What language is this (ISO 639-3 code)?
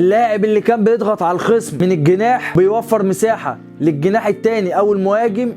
arz